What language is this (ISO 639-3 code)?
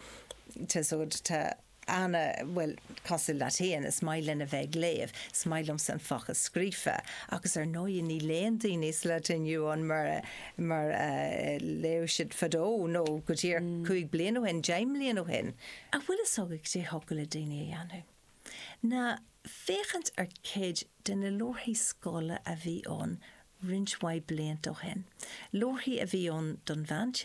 gle